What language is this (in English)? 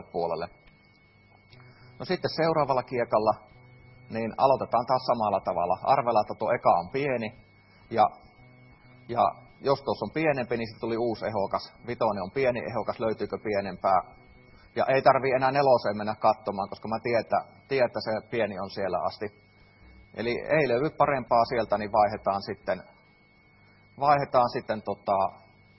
Finnish